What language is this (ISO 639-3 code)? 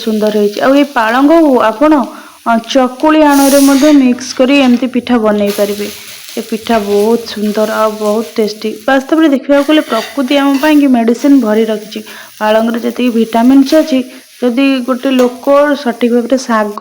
ori